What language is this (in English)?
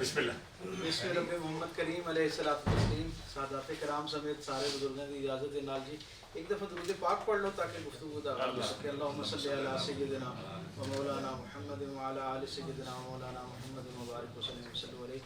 Western Panjabi